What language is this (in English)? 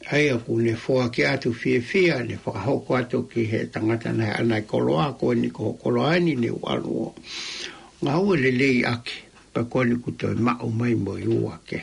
Tongan